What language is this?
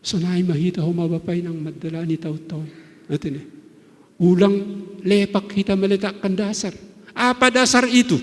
Batak Simalungun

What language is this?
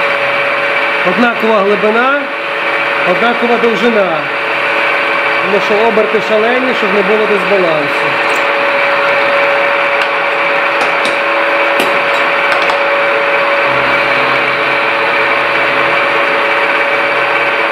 Ukrainian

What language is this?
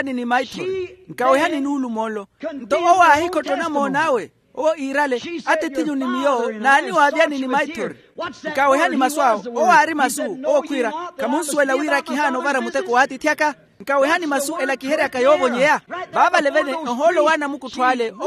Makhuwa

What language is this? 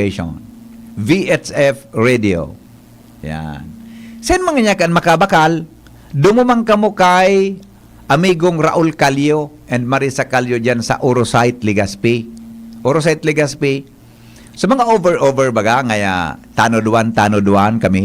Bikol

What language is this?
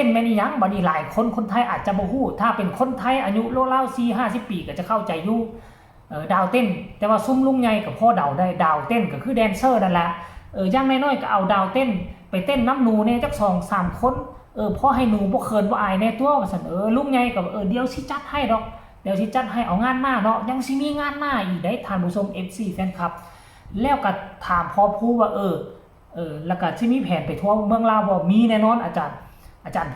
Northeastern Thai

